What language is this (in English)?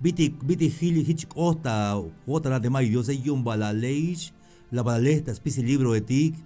Tzeltal